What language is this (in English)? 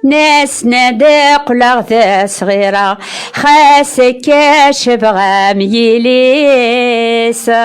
Kabyle